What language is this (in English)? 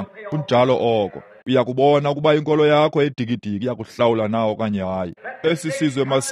Xhosa